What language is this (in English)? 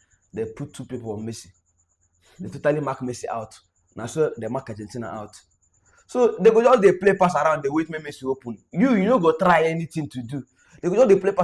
Nigerian Pidgin